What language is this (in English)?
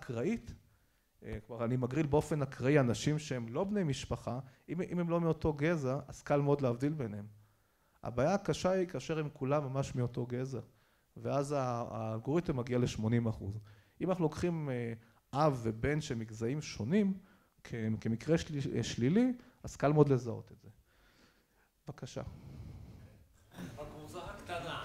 Hebrew